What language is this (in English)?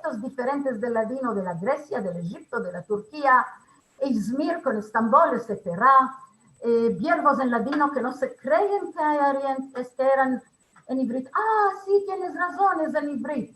Ladino